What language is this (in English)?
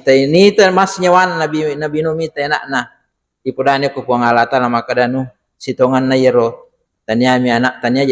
Buginese